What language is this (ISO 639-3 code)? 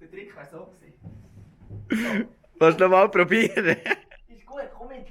gsw